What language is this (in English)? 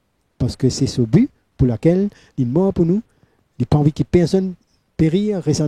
Morisyen